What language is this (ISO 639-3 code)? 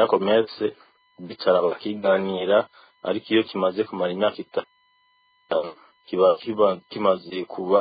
run